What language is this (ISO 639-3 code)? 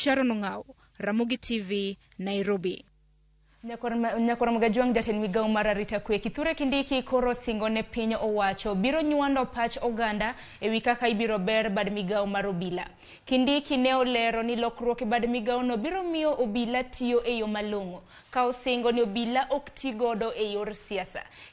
luo